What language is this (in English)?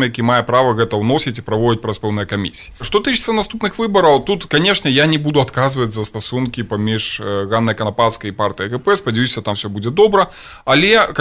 Belarusian